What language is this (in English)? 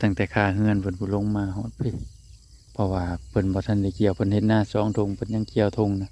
Northeastern Thai